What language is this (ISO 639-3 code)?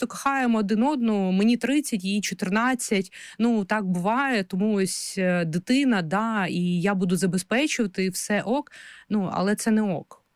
ukr